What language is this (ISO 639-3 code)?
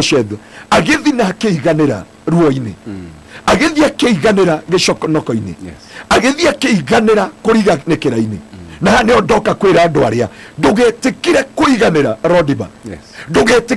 kik